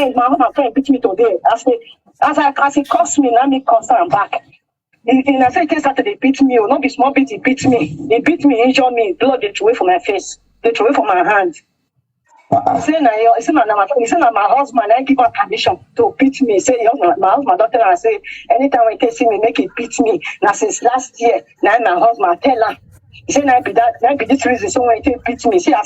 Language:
Nigerian Pidgin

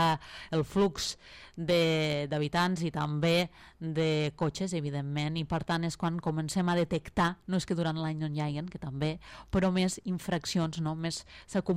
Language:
Catalan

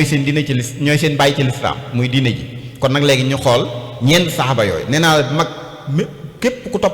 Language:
Wolof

